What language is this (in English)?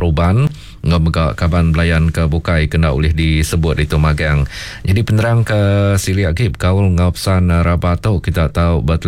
Iban